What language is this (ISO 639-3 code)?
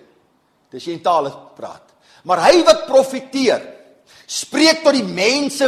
afr